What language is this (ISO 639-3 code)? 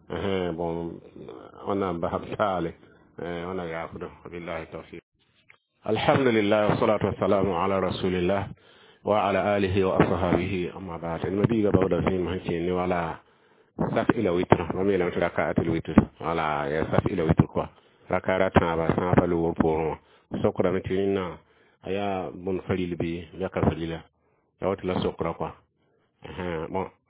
mos